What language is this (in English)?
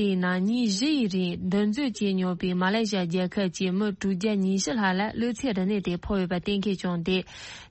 Tibetan